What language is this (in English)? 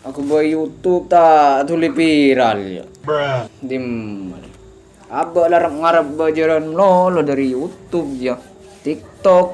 Madurese